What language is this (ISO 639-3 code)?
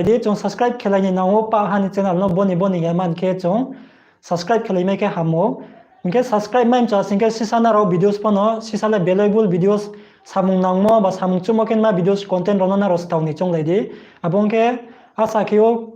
ria